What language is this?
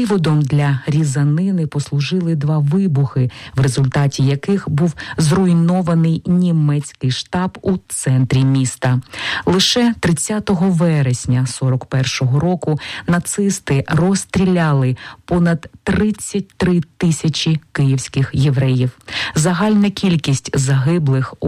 Ukrainian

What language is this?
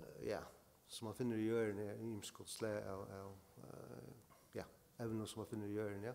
Faroese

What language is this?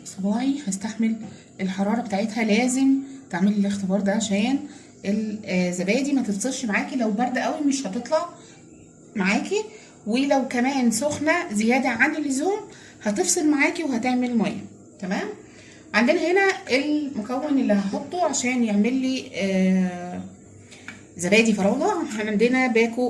Egyptian Arabic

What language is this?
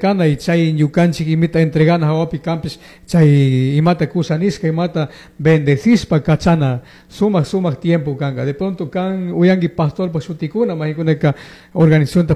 Chimborazo Highland Quichua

